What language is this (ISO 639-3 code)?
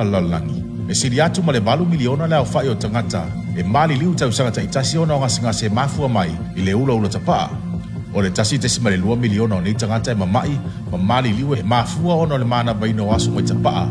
smo